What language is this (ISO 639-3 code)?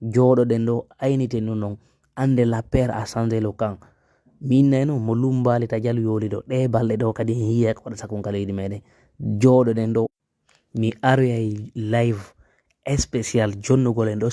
ful